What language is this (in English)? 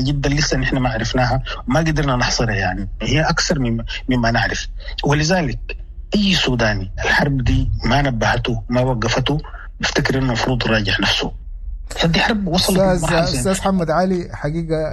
Sudanese Arabic